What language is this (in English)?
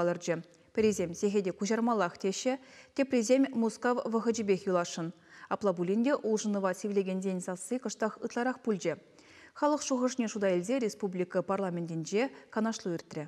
Chuvash